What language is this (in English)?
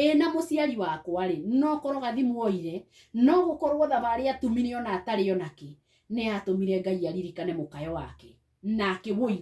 Kikuyu